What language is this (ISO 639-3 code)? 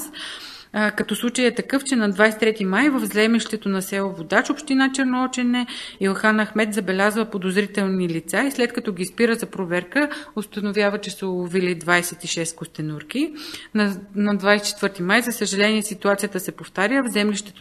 bul